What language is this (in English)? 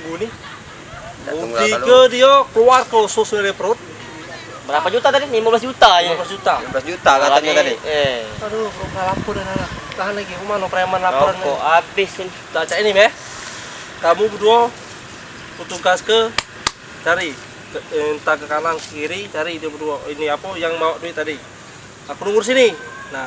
Musi